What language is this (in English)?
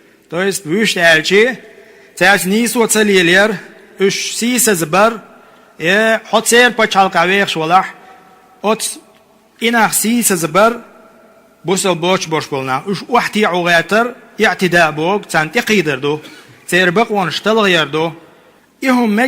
Chechen